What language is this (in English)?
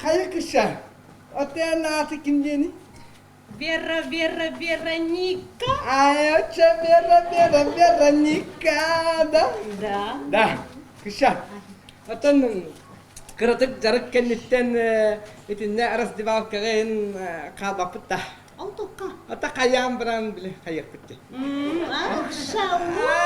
Yakut